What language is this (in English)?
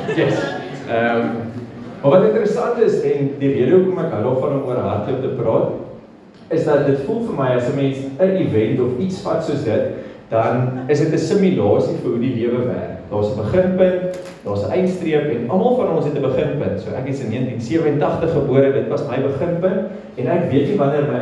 Afrikaans